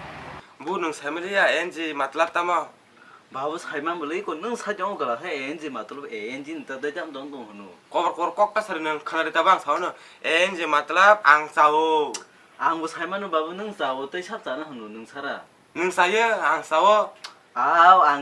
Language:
Kok Borok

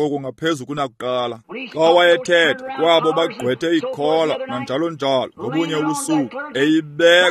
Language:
Xhosa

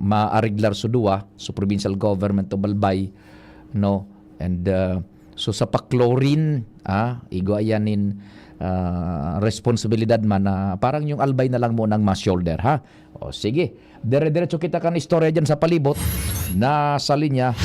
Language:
Bikol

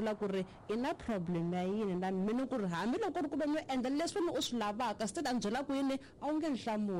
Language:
Tsonga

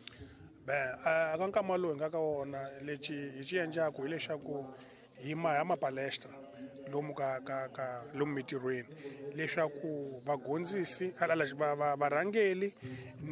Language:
Tsonga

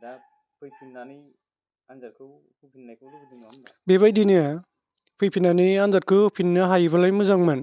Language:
Bodo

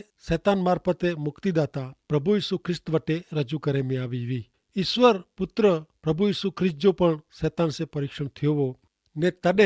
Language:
Kachhi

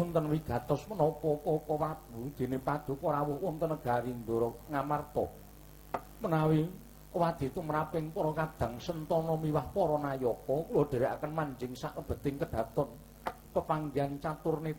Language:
Javanese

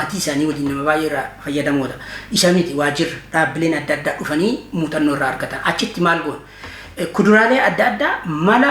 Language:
Oromo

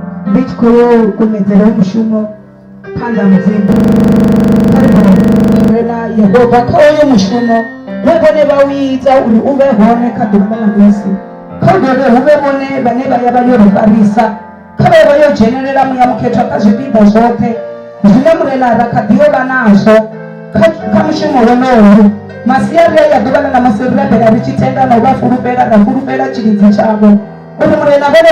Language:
Venda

